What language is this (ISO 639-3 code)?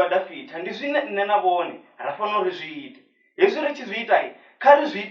ven